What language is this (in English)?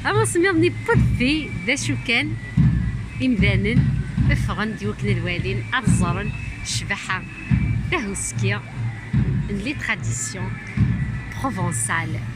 Kabyle